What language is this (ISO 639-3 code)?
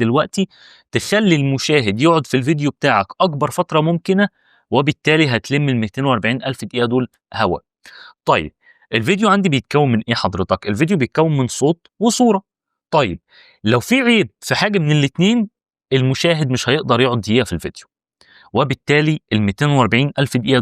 arz